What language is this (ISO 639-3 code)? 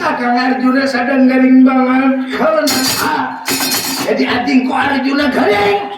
bjn